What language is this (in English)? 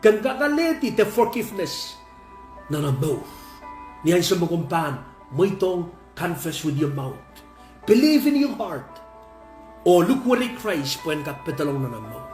Pohnpeian